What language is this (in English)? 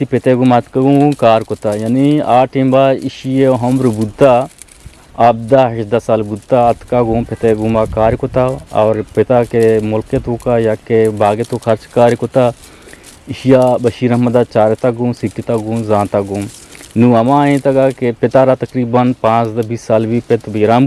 Eastern Balochi